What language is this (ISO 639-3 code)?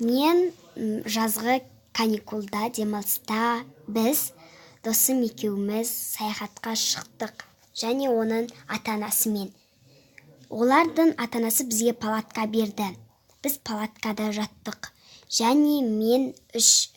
kaz